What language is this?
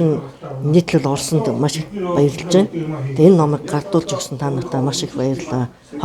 Mongolian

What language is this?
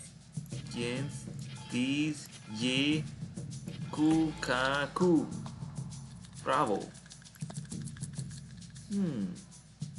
Hungarian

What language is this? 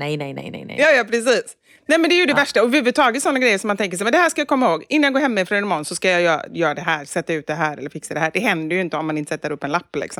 Swedish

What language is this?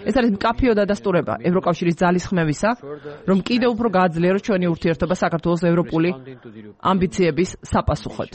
Georgian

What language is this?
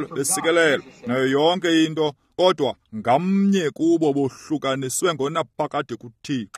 Xhosa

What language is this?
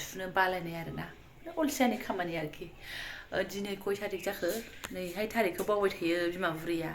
Bodo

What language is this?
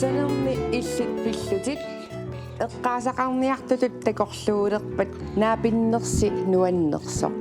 Kalaallisut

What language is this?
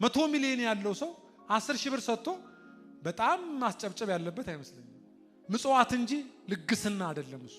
Amharic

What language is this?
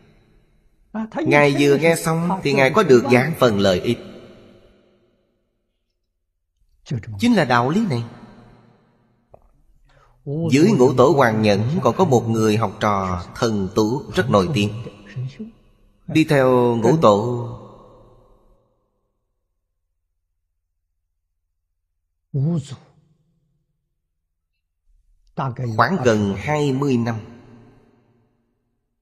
Vietnamese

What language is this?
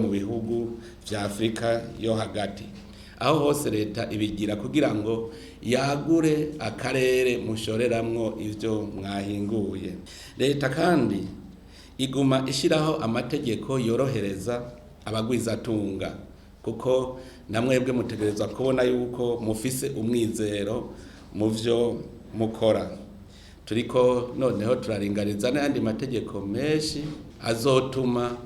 Rundi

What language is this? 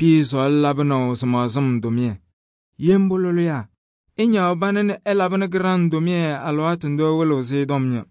Kabiyè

